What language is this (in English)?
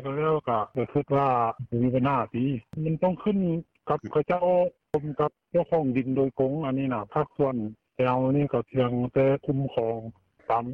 Lao